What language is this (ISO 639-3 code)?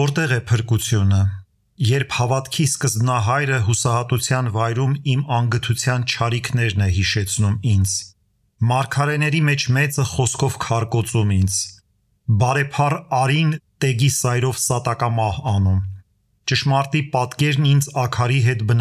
hye